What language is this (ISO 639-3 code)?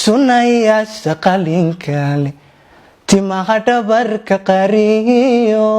som